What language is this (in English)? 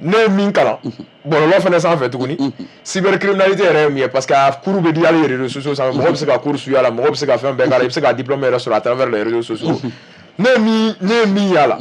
Bambara